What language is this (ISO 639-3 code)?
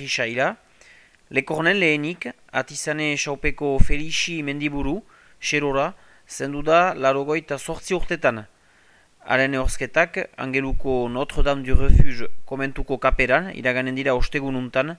eus